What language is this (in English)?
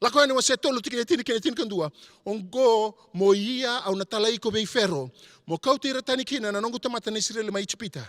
Fijian